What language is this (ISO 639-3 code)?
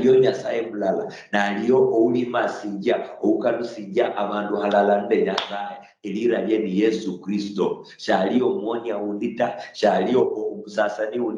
luy